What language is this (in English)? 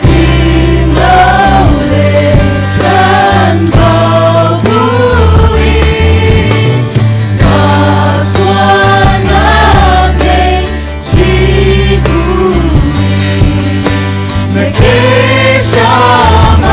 Hakha Chin